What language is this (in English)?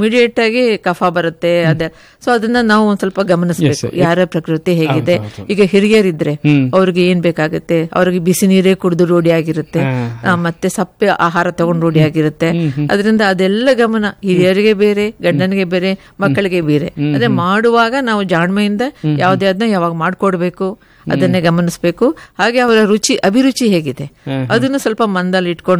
Kannada